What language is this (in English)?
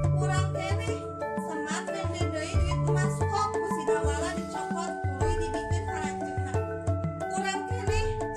Sundanese